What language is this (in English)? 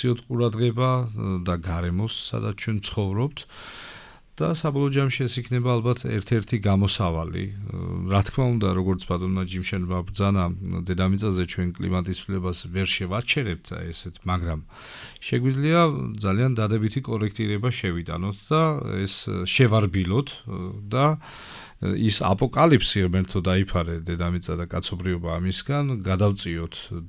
Georgian